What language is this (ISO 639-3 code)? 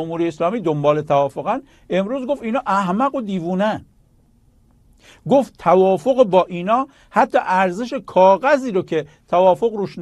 fas